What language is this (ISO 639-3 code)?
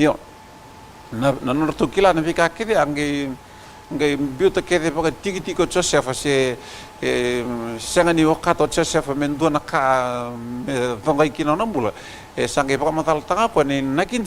fij